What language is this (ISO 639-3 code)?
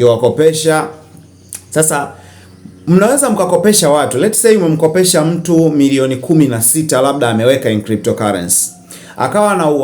swa